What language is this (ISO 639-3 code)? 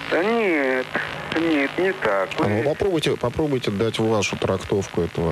rus